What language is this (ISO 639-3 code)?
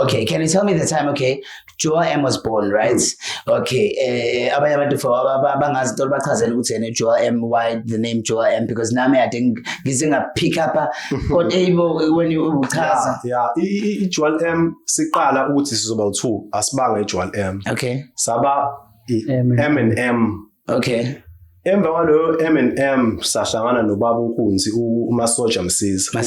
zul